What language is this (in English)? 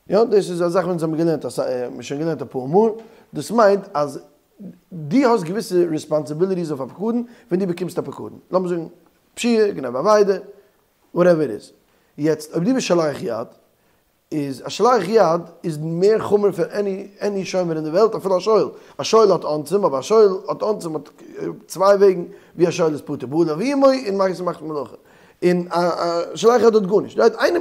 Yiddish